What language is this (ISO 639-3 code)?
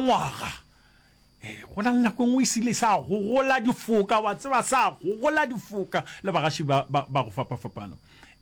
nso